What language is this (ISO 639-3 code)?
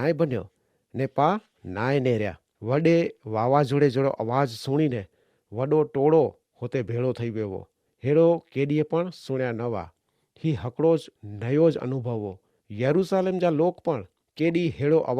kfr